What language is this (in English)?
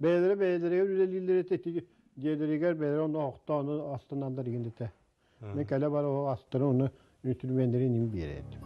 Yakut